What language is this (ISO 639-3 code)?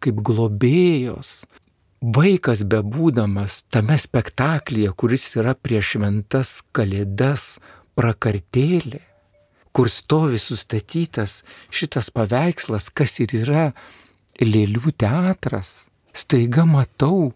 lit